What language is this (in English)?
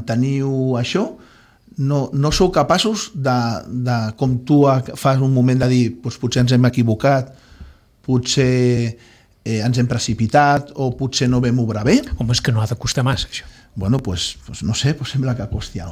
Catalan